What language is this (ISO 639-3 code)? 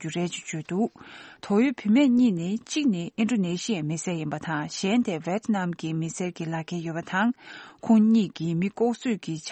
bod